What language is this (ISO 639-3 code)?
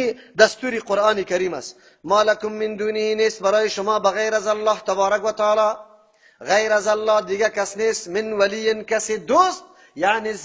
fas